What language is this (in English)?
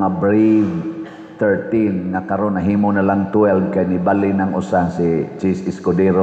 Cebuano